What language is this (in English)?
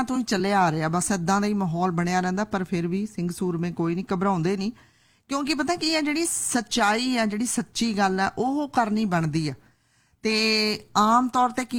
Punjabi